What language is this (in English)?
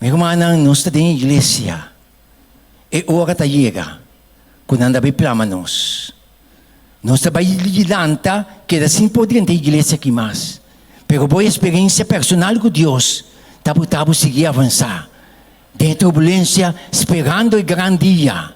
Papiamento